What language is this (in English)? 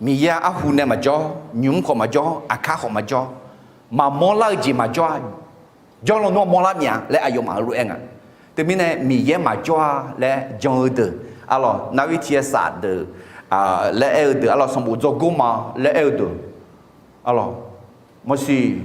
Akha